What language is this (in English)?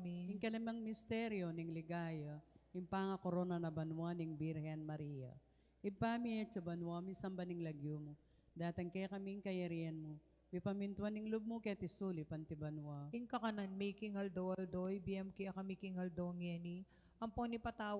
Pampanga